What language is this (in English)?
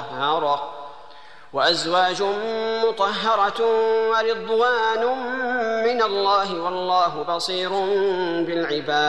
Arabic